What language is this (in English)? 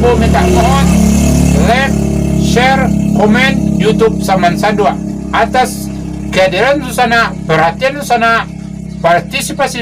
Minangkabau